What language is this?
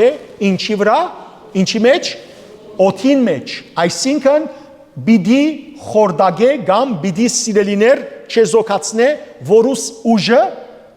Western Armenian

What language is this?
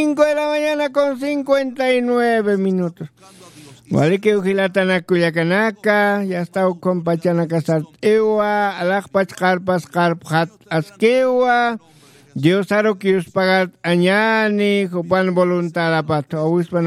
Aymara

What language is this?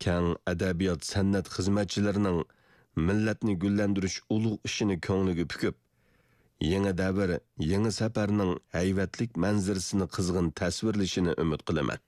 Uyghur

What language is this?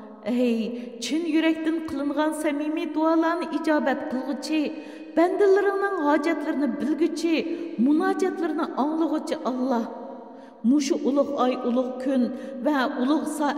Uyghur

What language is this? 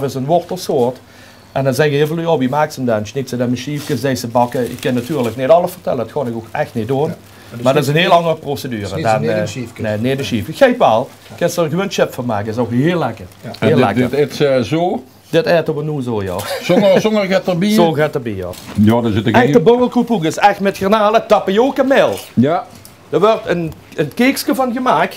Limburgish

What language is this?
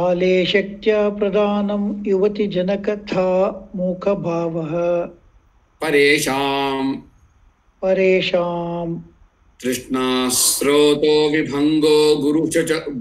Sanskrit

